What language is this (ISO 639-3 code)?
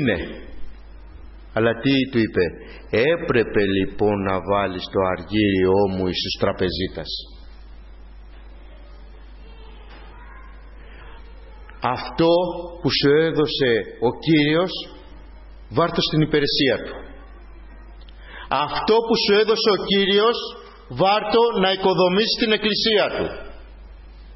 ell